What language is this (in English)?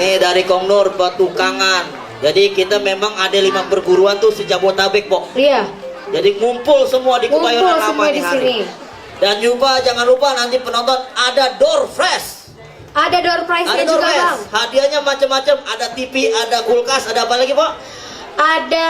Betawi